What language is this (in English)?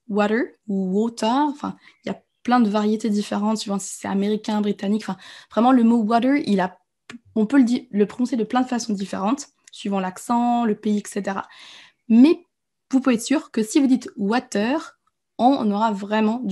French